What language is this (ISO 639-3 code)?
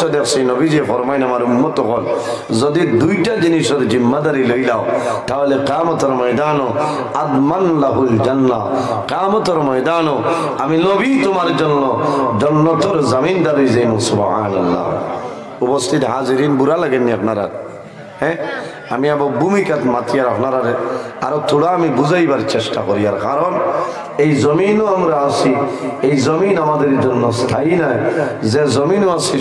syl